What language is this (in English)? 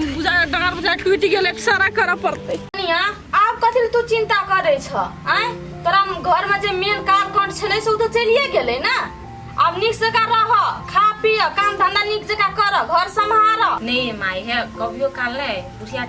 Maithili